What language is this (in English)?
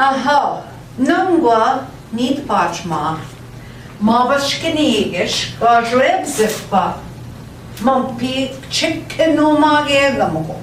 Central Ojibwa